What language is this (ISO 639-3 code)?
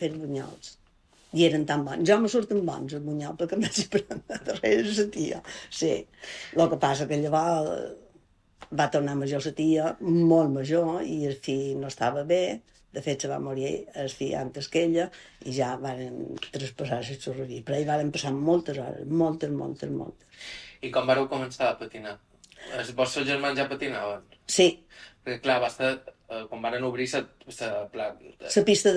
cat